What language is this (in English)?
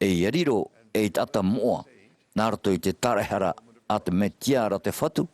Tahitian